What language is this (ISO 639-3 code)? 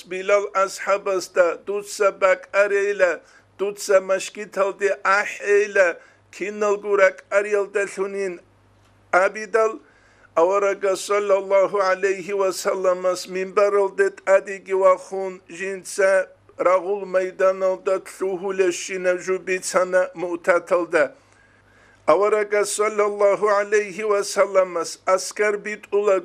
ava